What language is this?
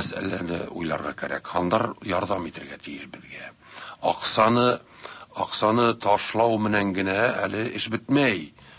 Tatar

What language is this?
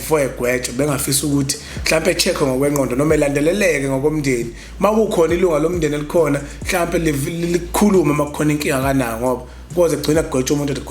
Zulu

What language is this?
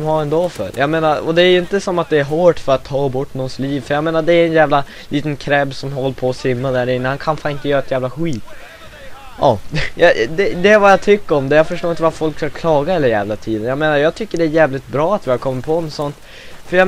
Swedish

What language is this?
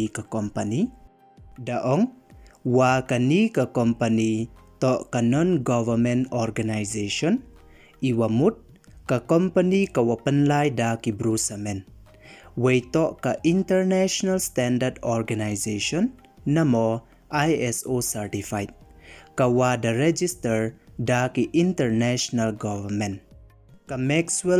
Pnar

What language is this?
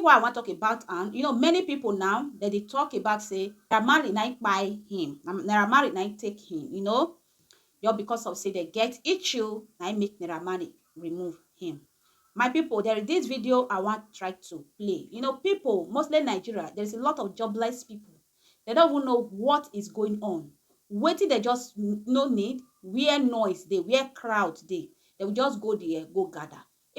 Nigerian Pidgin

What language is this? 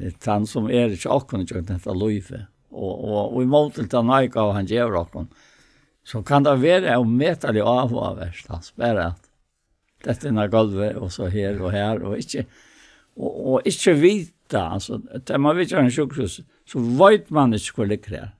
Faroese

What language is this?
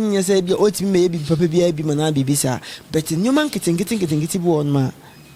Akan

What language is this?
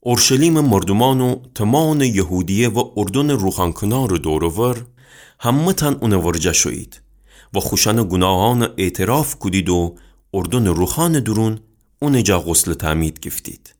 Gilaki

